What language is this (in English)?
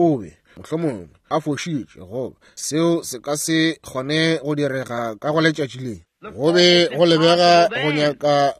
Northern Sotho